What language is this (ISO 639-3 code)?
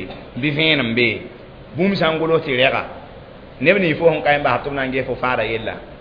mos